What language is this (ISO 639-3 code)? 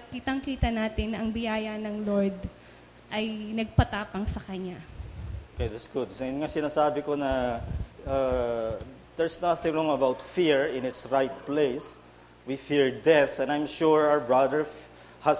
fil